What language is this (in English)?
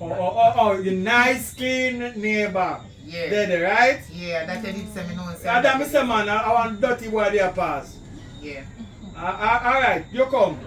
Jamaican Creole English